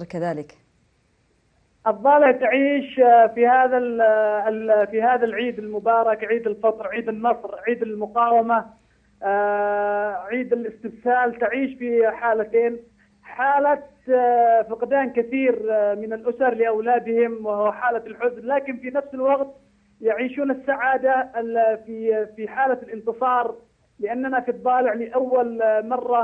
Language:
Arabic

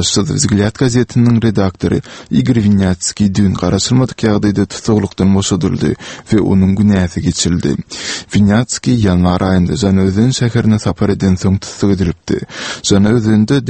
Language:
Turkmen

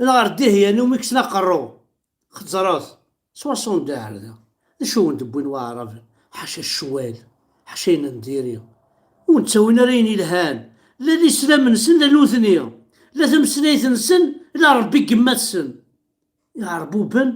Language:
Kabyle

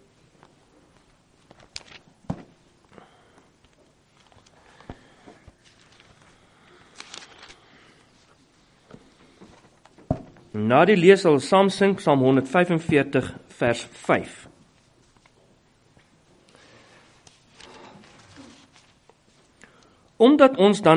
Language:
Afrikaans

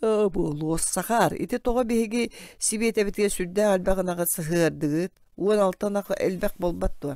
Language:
Yakut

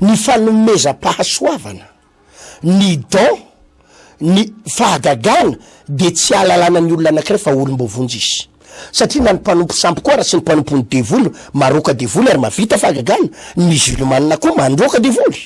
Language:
Malagasy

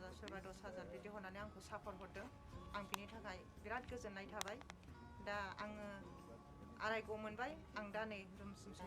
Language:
Bodo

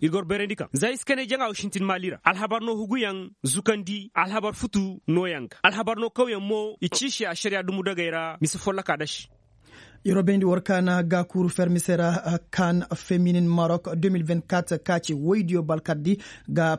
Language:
Koyraboro Senni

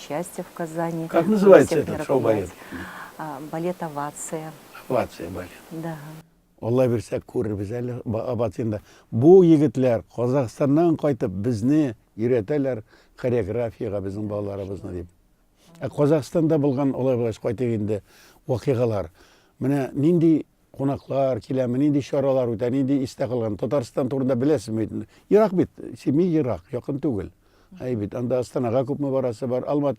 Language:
Tatar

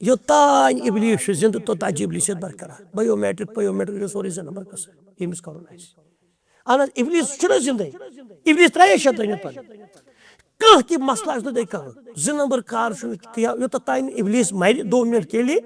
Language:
Kashmiri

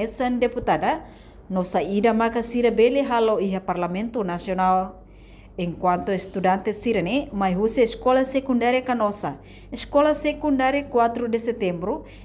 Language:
Tetum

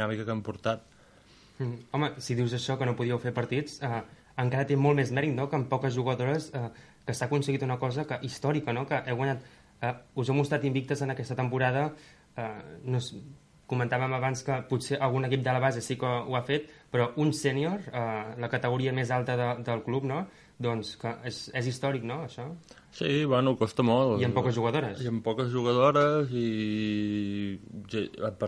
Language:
Catalan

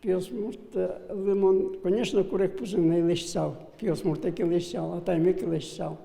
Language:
Udmurt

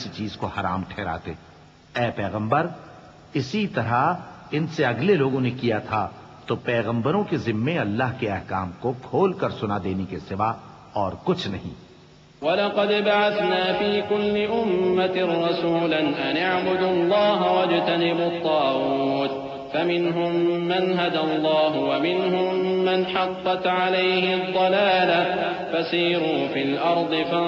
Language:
Urdu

